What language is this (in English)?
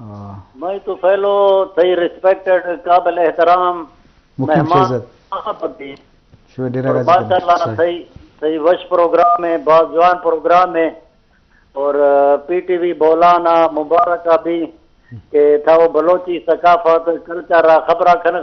Eastern Balochi